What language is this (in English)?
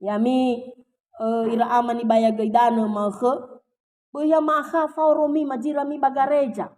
Nias